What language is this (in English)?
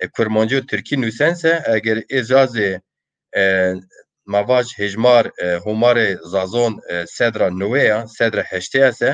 Zaza